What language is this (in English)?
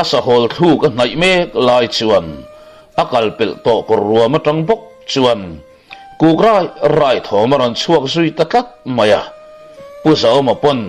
Mizo